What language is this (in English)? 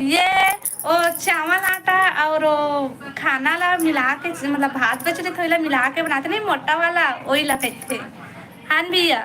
Chhattisgarhi